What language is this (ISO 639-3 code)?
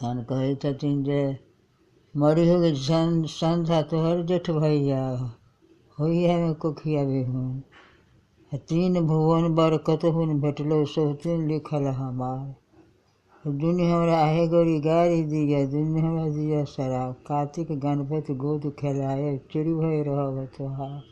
mai